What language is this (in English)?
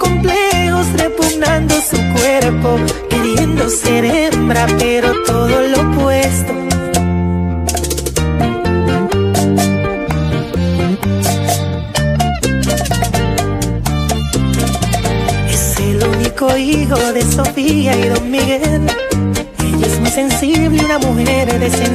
Spanish